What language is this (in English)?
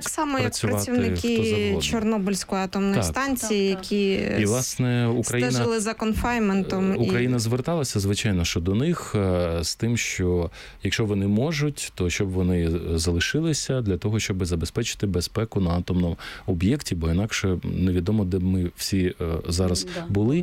Ukrainian